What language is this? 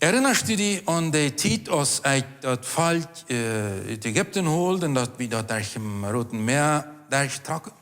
Plautdietsch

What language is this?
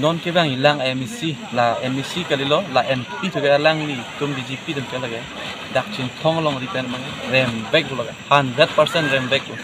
Karbi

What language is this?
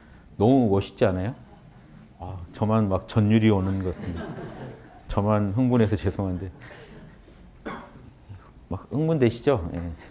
Korean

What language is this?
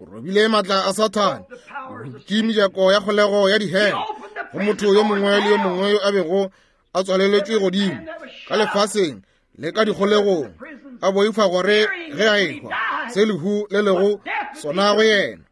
Northern Sotho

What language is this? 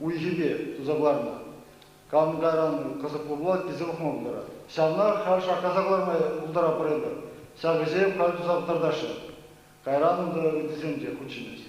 Chuvash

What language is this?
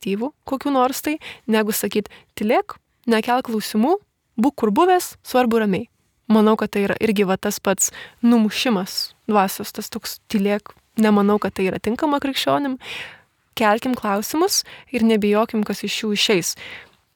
Lithuanian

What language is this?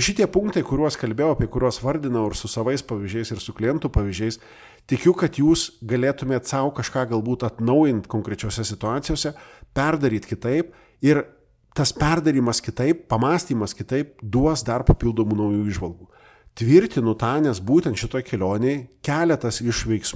Lithuanian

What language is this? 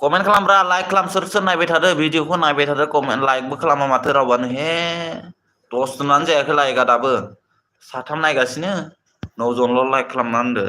Bodo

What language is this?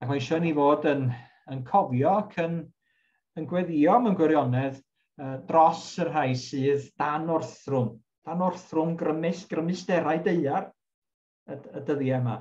Welsh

